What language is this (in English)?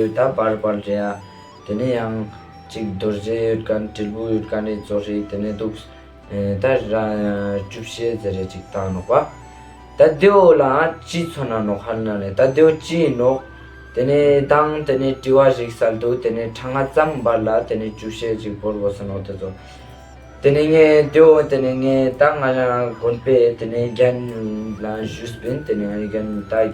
Ladakhi